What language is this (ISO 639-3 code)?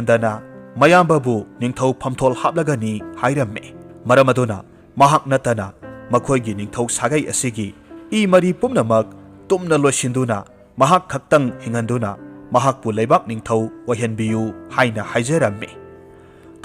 mni